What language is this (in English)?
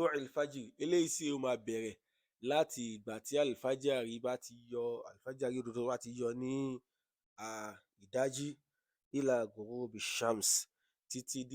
Yoruba